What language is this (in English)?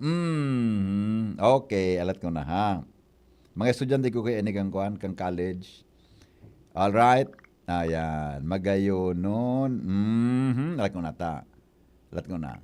Bikol